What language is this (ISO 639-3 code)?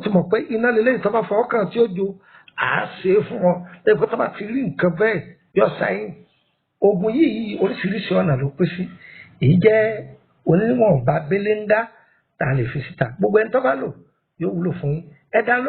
yor